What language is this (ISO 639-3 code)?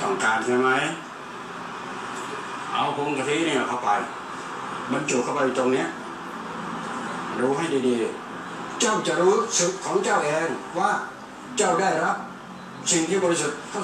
tha